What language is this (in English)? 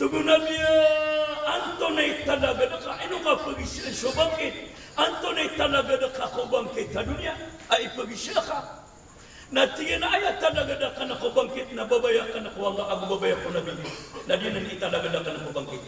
Maranao